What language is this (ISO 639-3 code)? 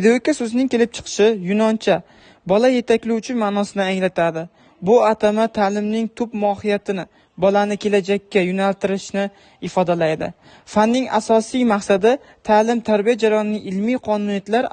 uzb